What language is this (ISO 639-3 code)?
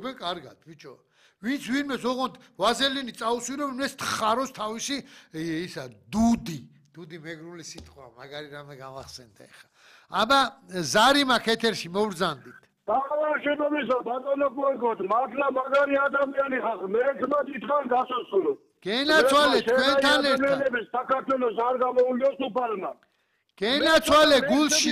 kat